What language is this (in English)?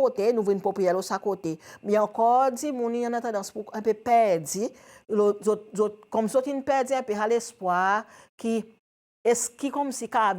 Seselwa Creole French